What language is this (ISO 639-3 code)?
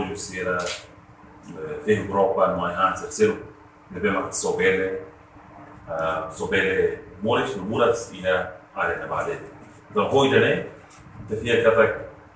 tet